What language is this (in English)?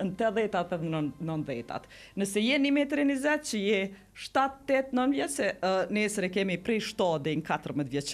Albanian